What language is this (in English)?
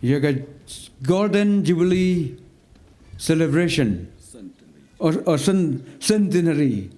Khasi